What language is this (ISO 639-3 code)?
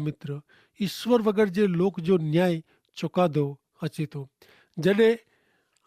kfr